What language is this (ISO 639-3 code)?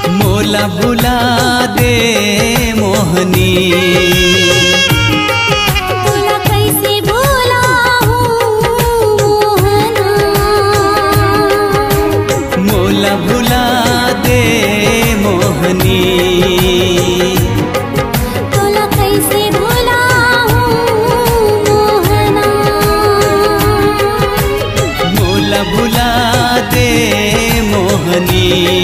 hne